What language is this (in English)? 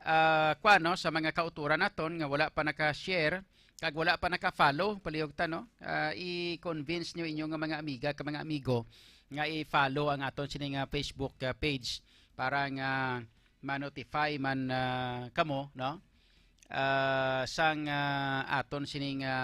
Hiligaynon